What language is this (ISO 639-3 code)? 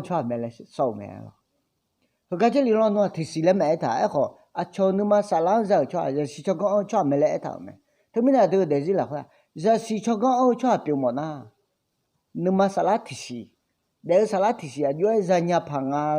ahk